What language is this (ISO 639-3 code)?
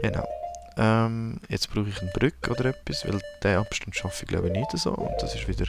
gsw